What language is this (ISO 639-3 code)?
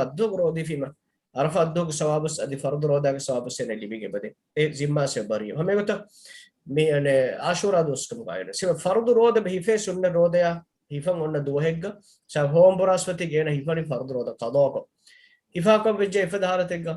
div